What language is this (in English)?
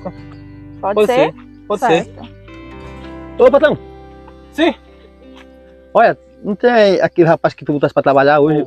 Portuguese